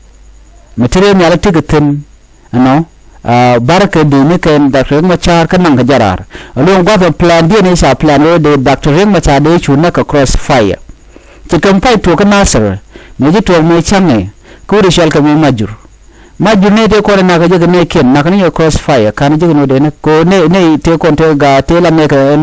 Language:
Nuer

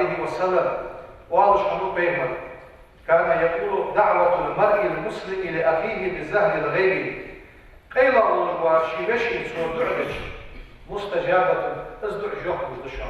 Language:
Ingush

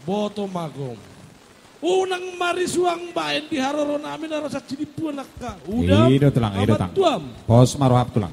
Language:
Batak Toba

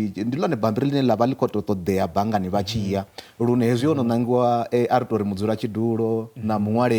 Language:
Venda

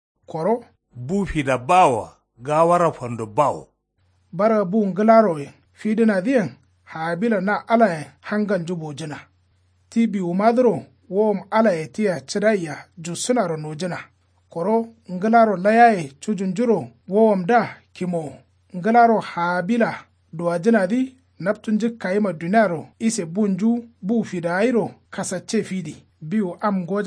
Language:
Kanuri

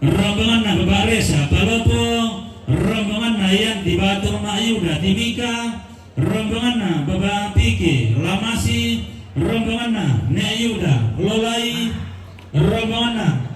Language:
Toraja-Sa'dan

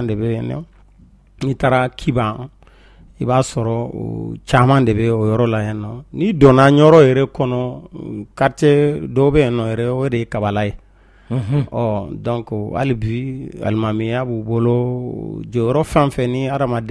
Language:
Bambara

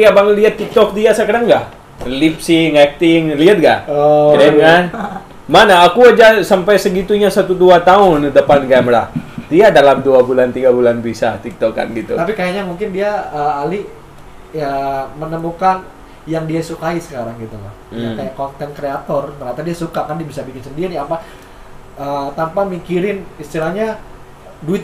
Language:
Indonesian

